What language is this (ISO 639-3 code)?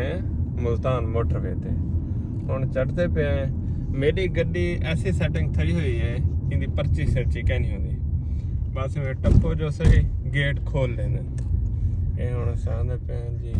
skr